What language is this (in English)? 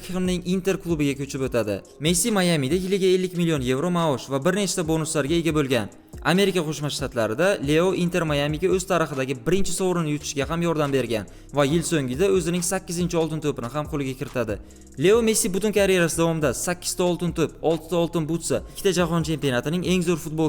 Uzbek